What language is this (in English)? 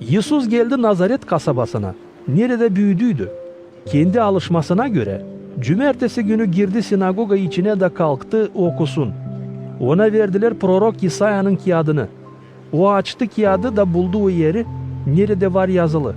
Gagauz